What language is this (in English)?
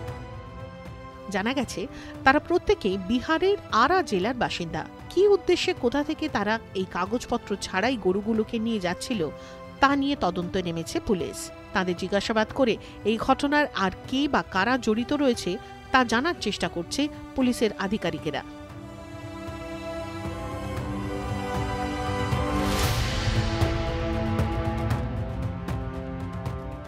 Bangla